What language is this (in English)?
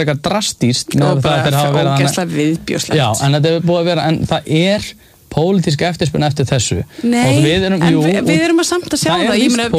Icelandic